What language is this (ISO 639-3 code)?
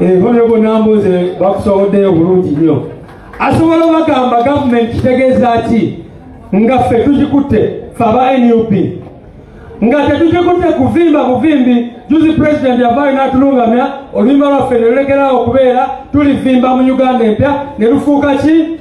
lug